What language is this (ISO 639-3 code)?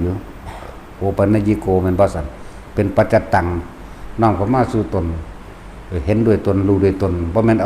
tts